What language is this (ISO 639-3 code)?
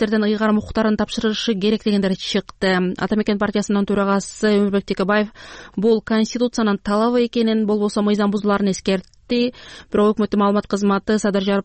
kir